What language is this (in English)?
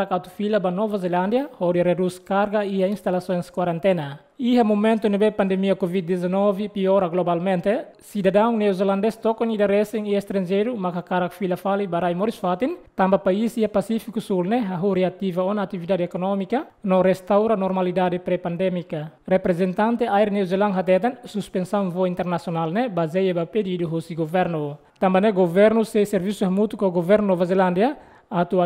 Tetum